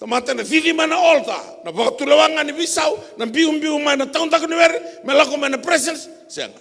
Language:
Fijian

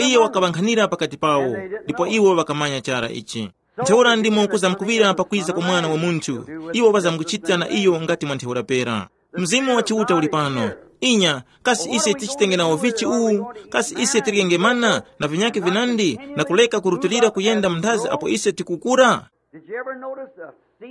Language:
Tumbuka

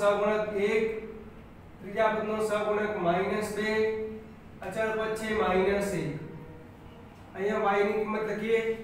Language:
Gujarati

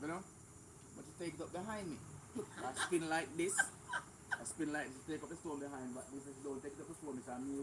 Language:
Jamaican Creole English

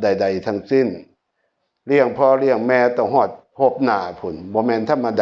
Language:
Northeastern Thai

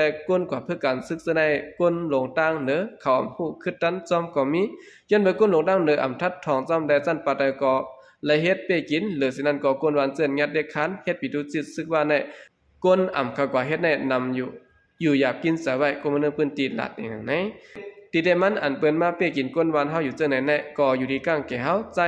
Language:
Shan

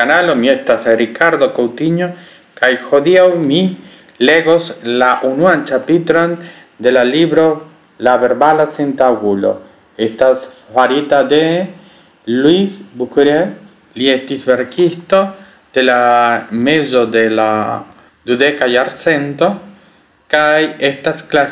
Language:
Esperanto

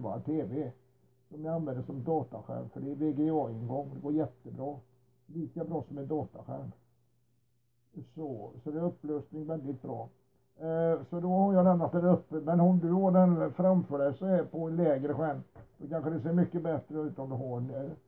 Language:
Swedish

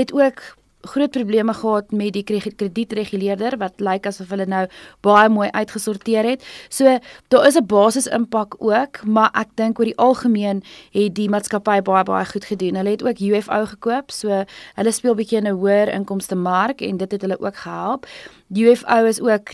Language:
Afrikaans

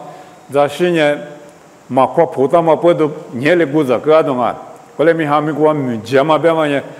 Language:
Lisu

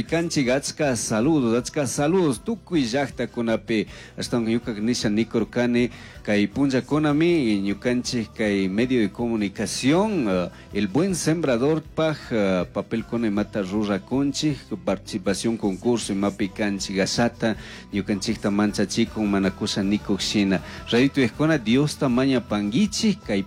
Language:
Chimborazo Highland Quichua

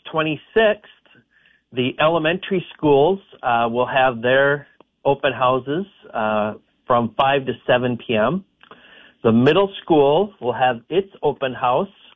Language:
English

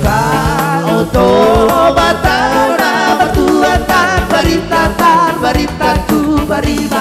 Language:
Batak Toba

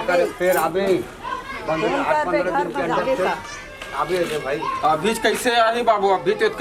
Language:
Chhattisgarhi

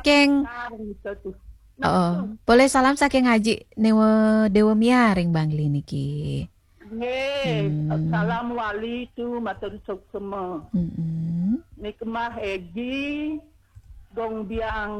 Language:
Balinese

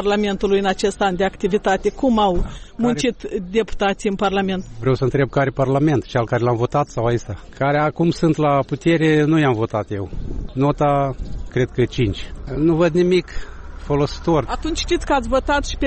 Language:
Romanian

